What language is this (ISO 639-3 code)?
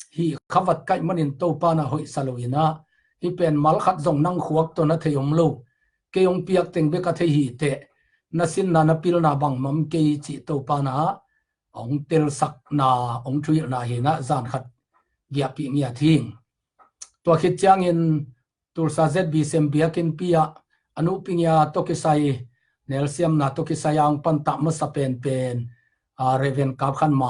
ctd